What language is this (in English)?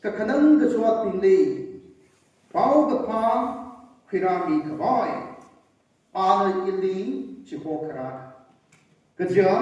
Tangkhul Naga (India)